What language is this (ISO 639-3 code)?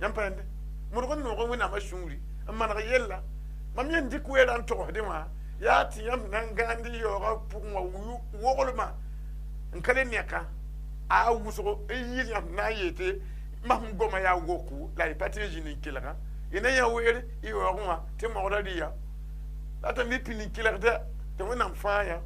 mos